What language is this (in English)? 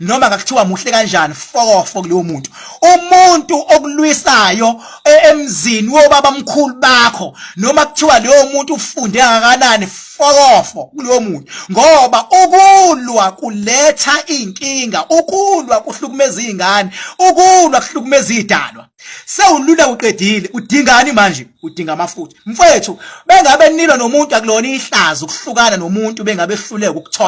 Zulu